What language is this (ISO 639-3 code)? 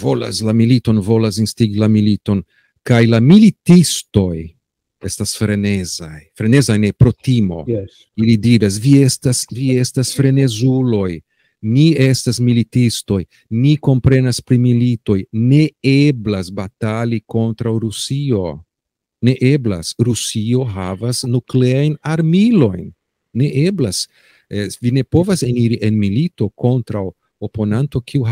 epo